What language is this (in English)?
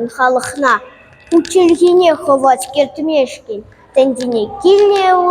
Chuvash